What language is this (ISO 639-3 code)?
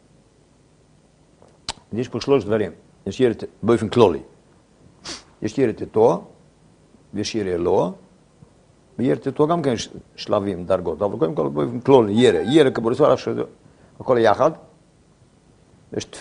heb